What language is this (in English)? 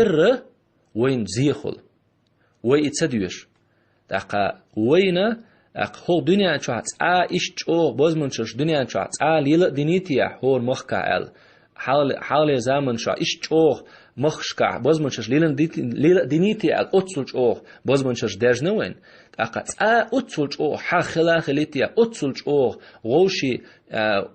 Chechen